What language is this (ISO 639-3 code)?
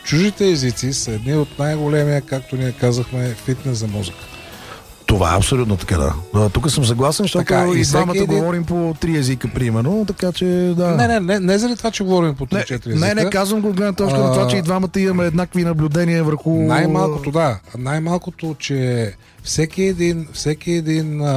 bul